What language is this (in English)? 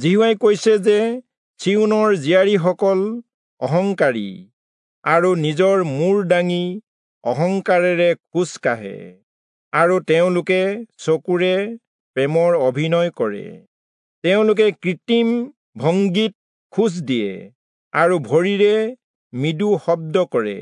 Assamese